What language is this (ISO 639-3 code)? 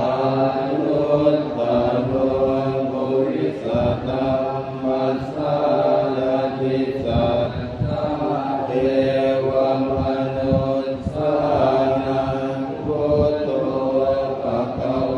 pli